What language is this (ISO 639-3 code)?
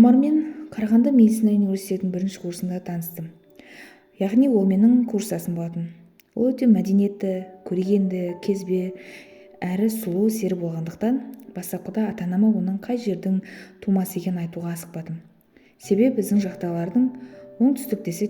kaz